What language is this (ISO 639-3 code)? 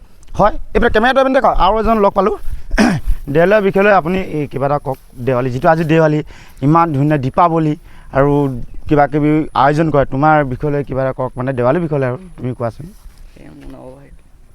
asm